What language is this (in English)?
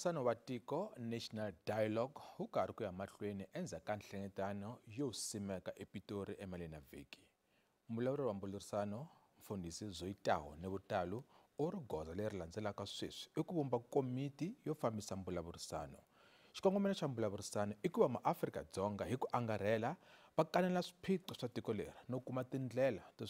Tsonga